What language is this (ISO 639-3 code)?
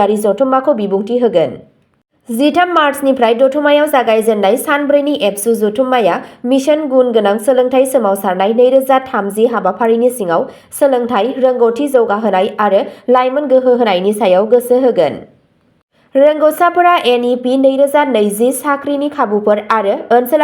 brx